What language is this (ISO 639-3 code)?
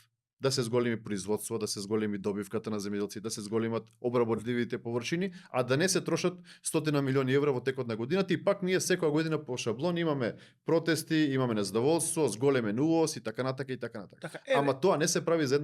mkd